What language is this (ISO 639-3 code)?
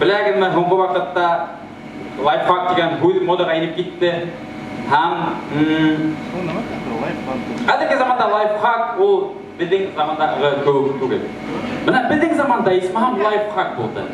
bak